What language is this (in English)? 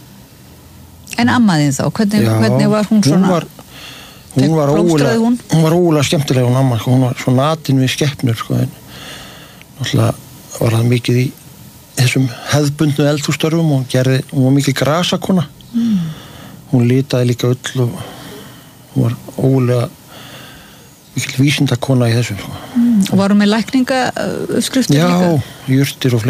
Icelandic